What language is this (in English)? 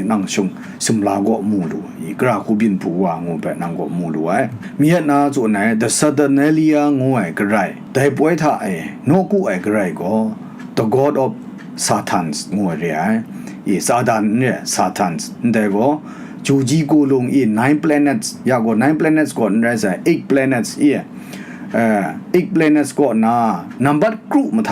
Kachin